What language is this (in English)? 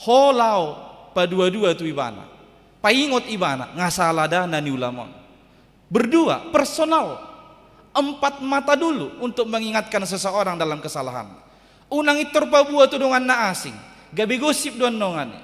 Batak Toba